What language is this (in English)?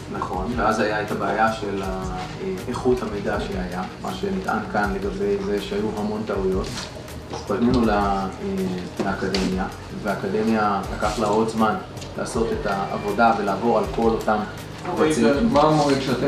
Hebrew